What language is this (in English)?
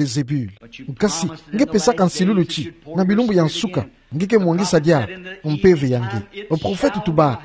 Kituba (Democratic Republic of Congo)